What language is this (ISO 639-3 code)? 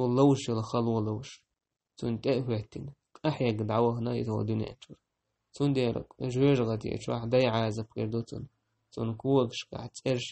che